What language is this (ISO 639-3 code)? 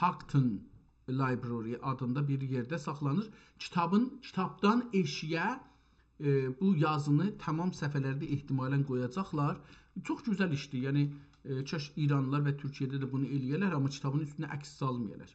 azb